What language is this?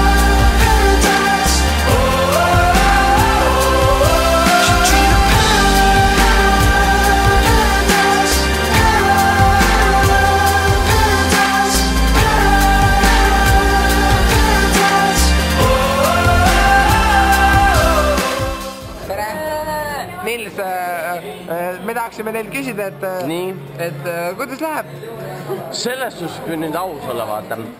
Estonian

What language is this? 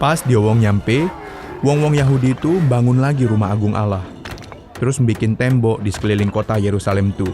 Musi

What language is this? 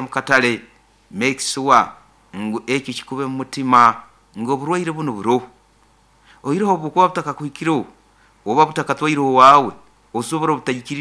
Nyoro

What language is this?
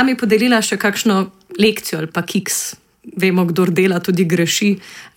Slovenian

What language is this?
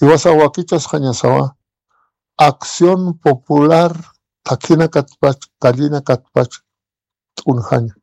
Aymara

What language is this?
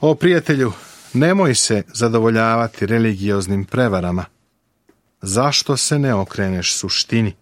Serbian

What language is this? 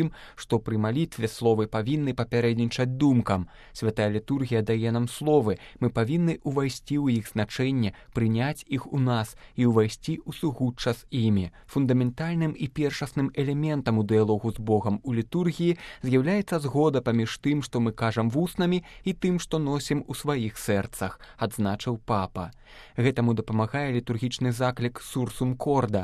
Belarusian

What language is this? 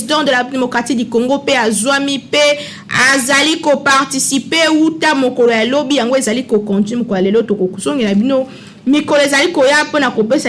Lingala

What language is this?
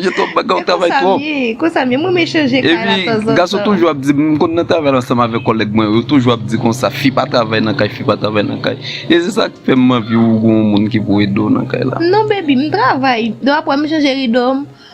Haitian Creole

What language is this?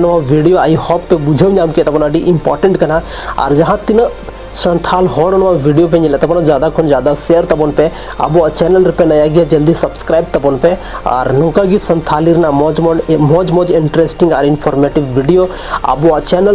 Santali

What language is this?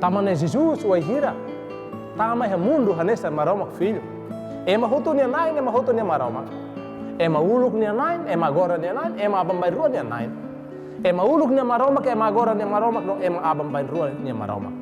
Tetum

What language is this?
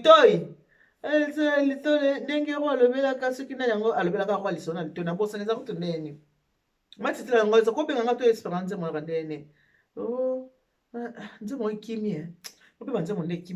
Lingala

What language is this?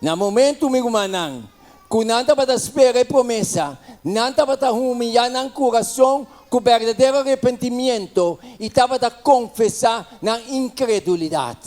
Papiamento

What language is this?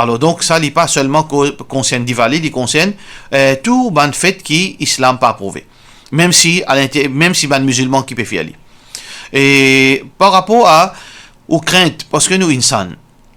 Morisyen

